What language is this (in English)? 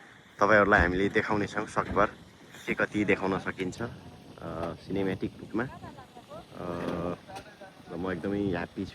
Nepali